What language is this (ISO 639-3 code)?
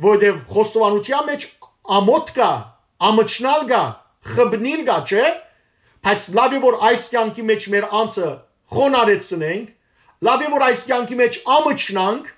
hyw